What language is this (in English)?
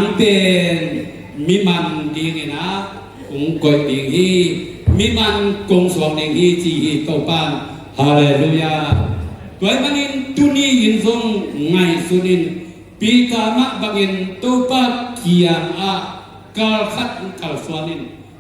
Tedim Chin